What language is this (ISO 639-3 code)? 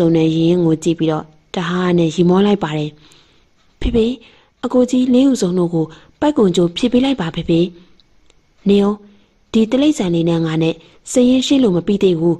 mya